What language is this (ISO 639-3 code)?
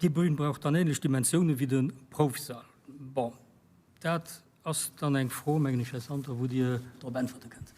ltz